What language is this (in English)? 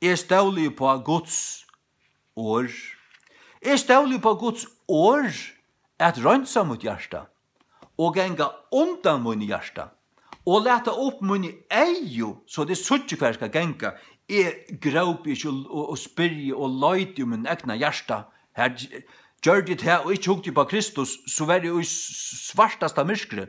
Faroese